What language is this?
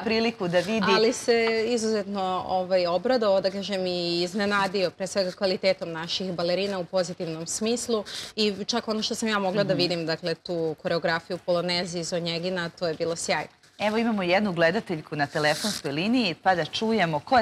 Serbian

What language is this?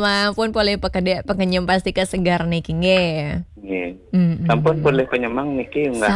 Balinese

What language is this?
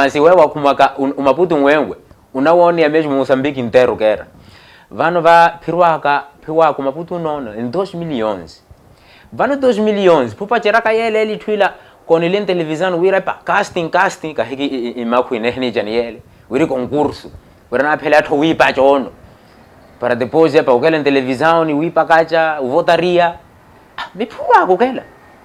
Makhuwa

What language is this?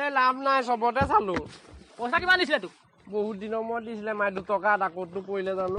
Assamese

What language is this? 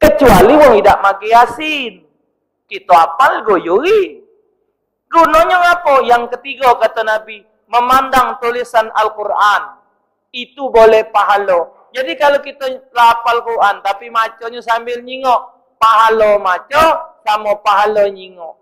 Musi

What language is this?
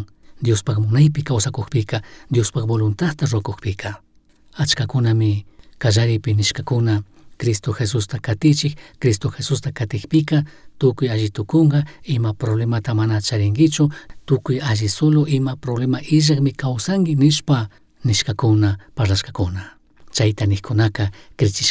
Chimborazo Highland Quichua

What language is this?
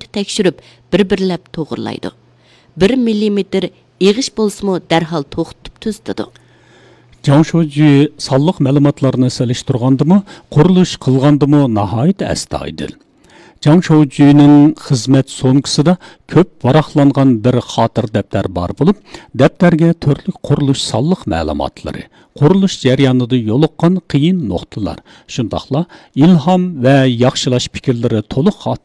Uyghur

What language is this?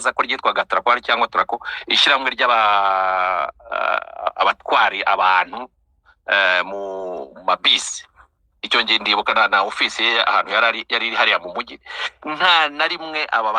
Kinyarwanda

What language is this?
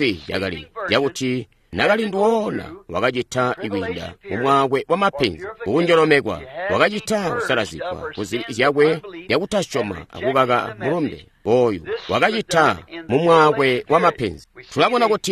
Tonga (Zambia)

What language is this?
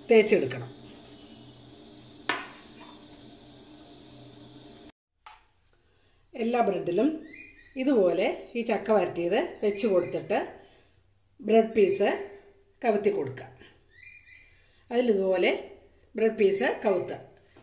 Malayalam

